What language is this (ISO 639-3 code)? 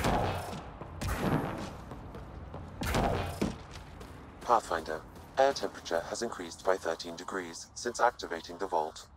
eng